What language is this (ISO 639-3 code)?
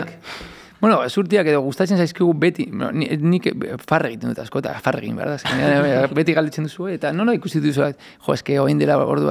eus